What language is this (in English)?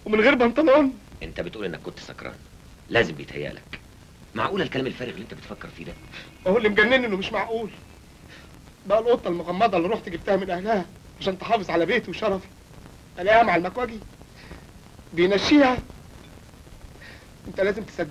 Egyptian Arabic